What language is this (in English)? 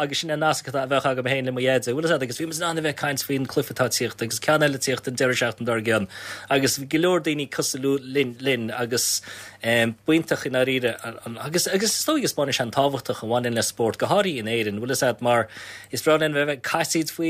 Irish